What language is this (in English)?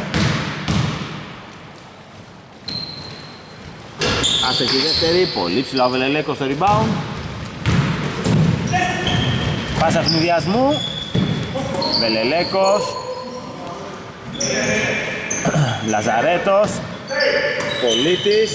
Greek